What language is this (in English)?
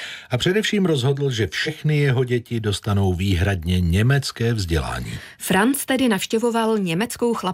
Czech